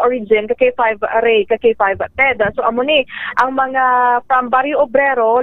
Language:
Hiligaynon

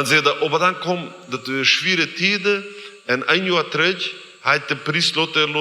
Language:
Plautdietsch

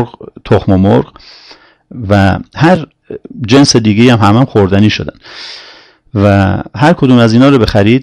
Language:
Persian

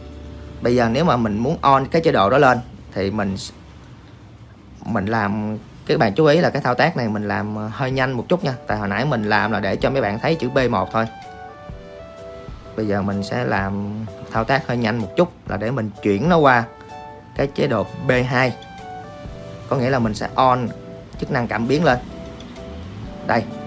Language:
Vietnamese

